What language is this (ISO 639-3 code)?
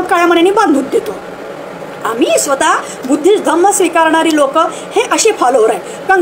mar